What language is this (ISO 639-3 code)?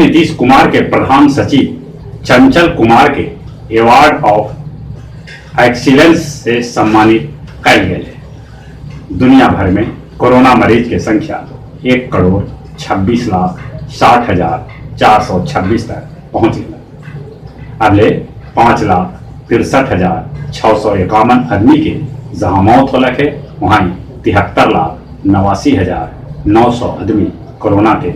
mag